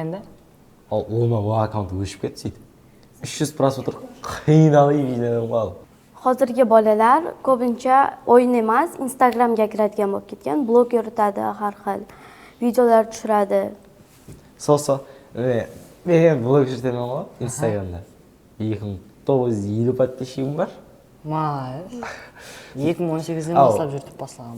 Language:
Kara-Kalpak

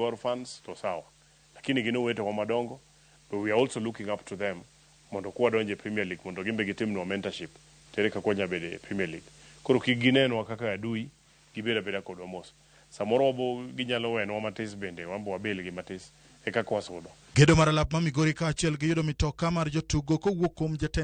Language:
Luo (Kenya and Tanzania)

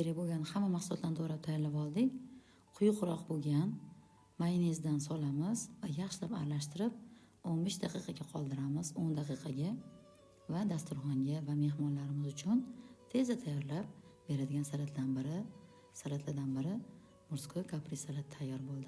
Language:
Uzbek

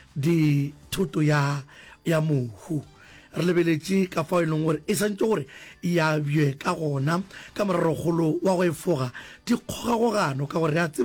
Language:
Northern Sotho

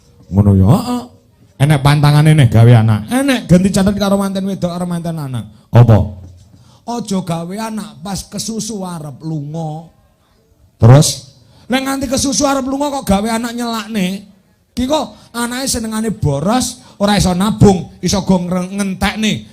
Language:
Javanese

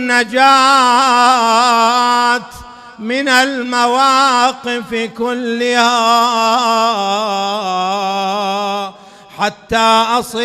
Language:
Mesopotamian Arabic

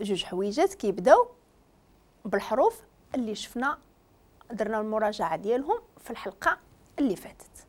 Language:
Moroccan Arabic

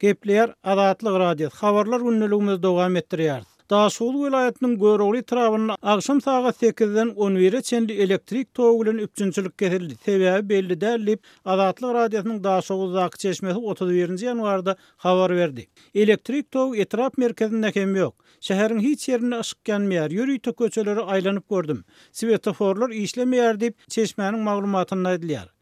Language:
Turkmen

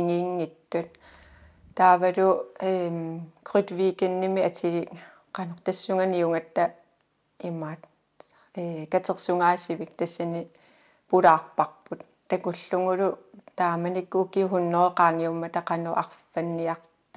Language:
Kalaallisut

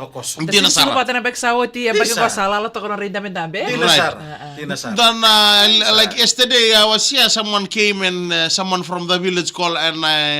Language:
Fijian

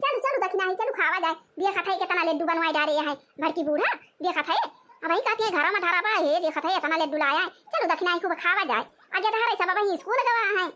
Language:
Awadhi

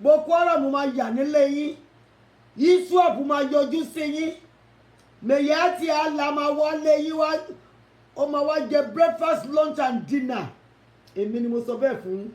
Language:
Yoruba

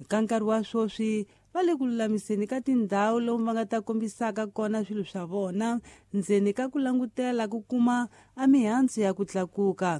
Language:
Tsonga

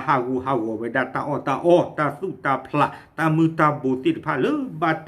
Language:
S'gaw Karen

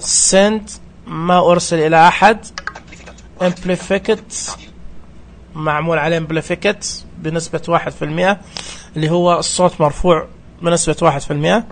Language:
Najdi Arabic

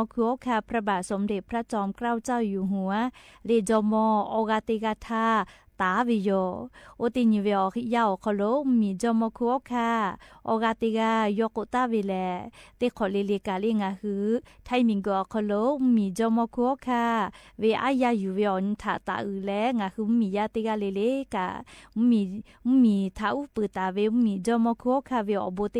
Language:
Lahu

